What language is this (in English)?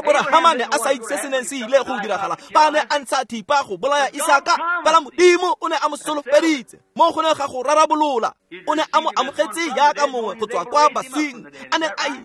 Tswana